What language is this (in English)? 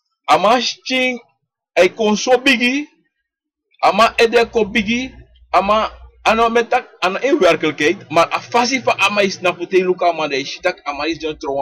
Sranan Tongo